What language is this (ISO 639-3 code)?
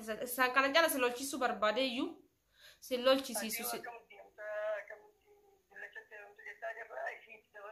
orm